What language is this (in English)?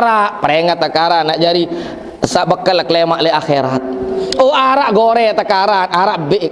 Sasak